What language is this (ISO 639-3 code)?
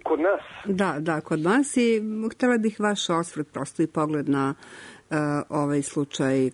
srp